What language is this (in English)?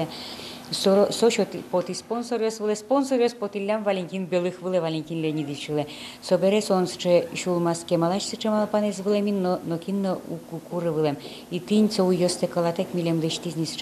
Udmurt